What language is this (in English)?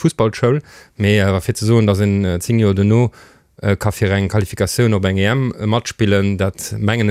Luxembourgish